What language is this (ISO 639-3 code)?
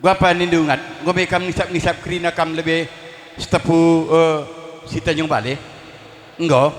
btx